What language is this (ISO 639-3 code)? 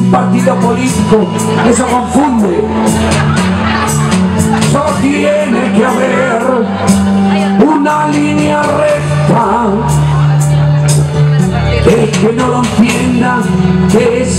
spa